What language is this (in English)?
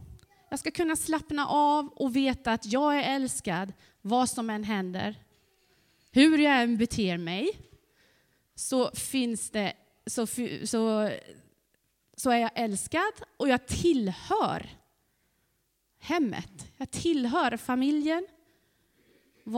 Swedish